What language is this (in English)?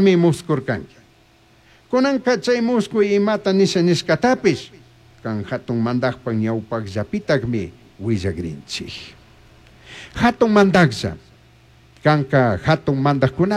Chimborazo Highland Quichua